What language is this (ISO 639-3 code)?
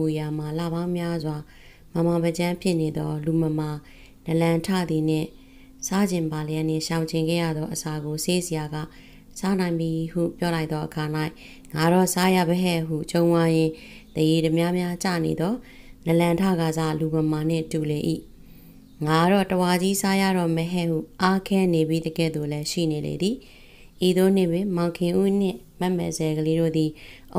mya